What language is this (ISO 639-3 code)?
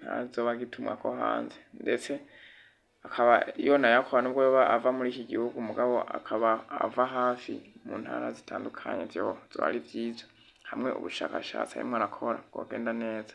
run